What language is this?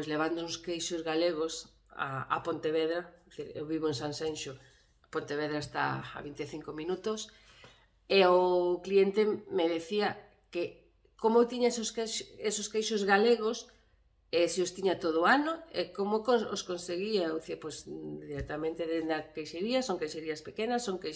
Galician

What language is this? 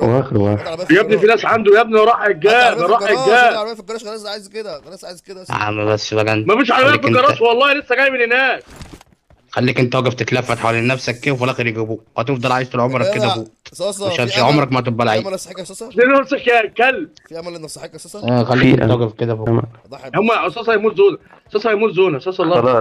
Egyptian Arabic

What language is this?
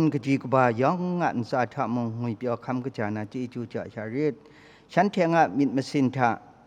Kachin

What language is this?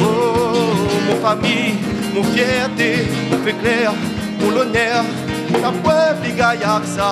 Réunion Creole French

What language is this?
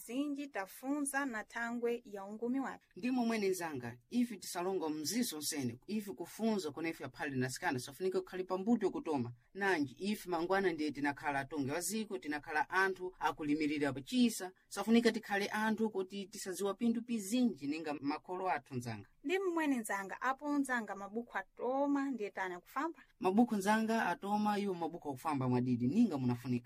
Sena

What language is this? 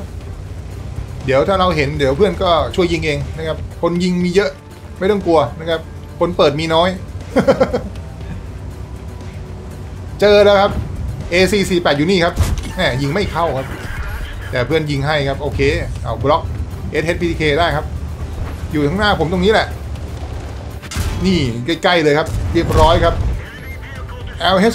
Thai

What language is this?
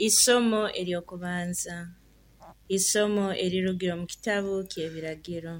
Nyoro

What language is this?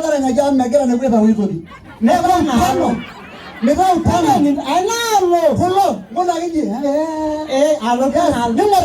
Masai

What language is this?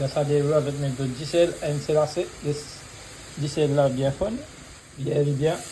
Morisyen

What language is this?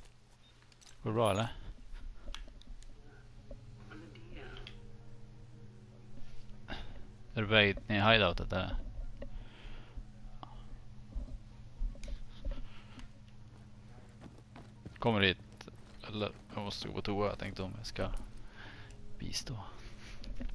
Swedish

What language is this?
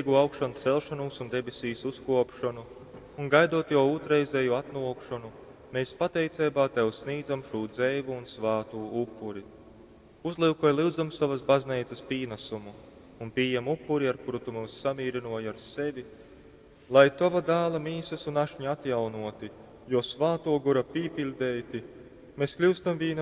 Latgalian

